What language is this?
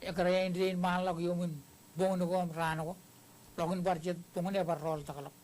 Marshallese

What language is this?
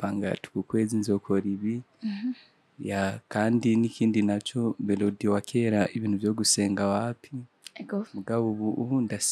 Rundi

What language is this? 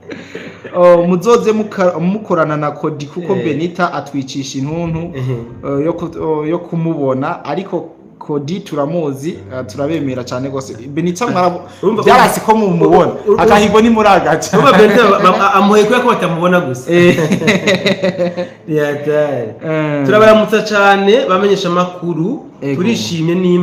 Rundi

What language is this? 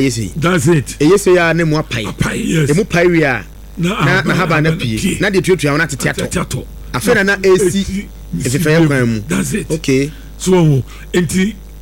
Akan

